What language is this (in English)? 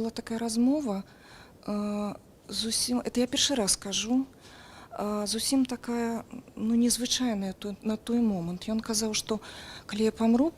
Belarusian